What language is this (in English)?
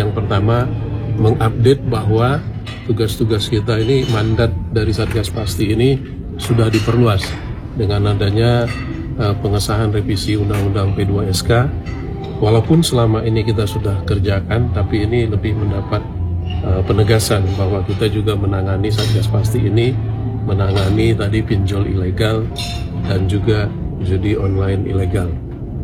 Indonesian